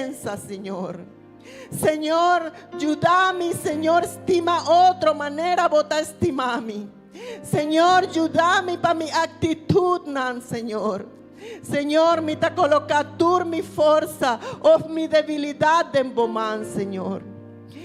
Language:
Papiamento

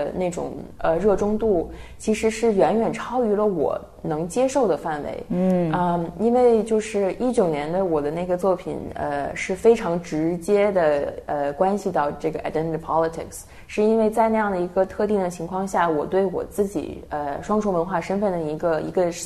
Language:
Chinese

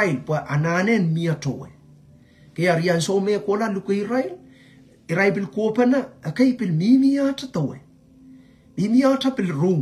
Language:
Pohnpeian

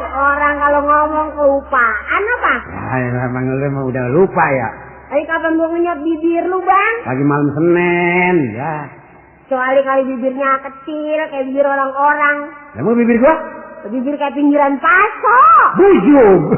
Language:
Betawi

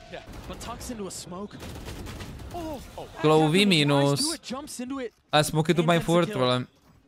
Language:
Czech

